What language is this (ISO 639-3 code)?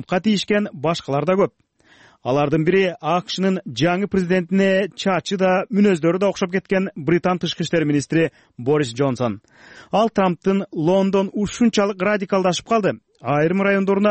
kir